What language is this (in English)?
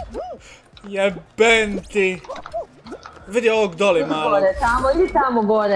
Croatian